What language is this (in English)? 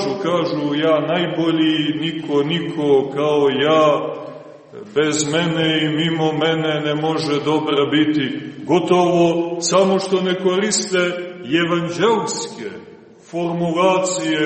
Serbian